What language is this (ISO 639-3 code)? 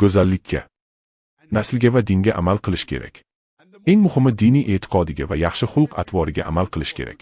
uzb